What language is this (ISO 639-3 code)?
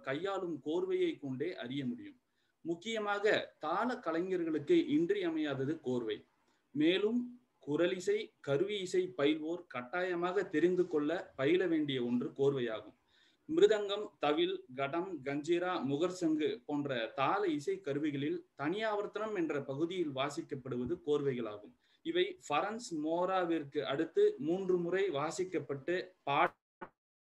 tam